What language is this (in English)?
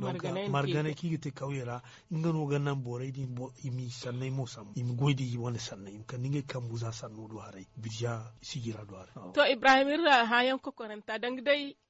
Zarma